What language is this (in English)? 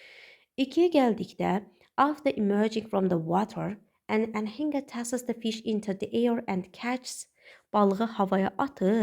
Azerbaijani